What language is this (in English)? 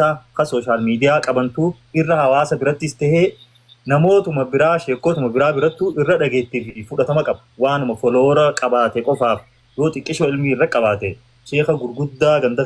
Oromo